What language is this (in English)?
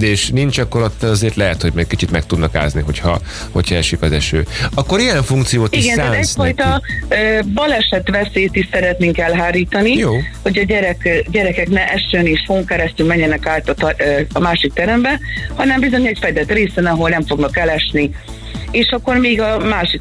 Hungarian